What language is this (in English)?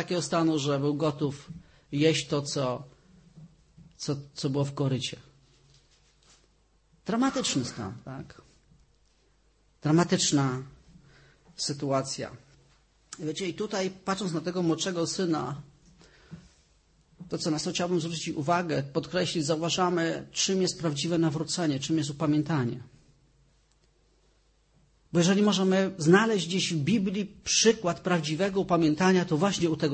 Polish